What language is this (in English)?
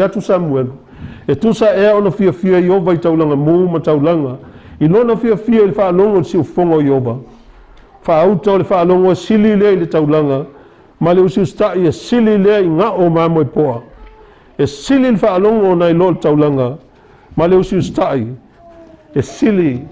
Samoan